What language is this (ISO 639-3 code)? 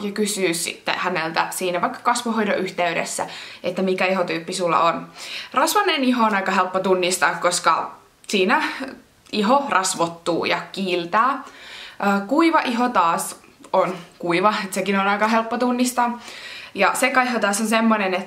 fin